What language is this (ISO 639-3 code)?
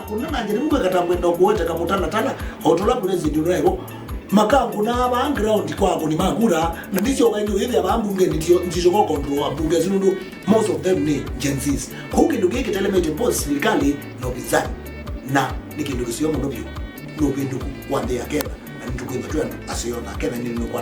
kam